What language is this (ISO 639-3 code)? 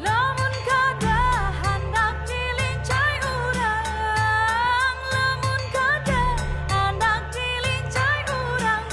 bjn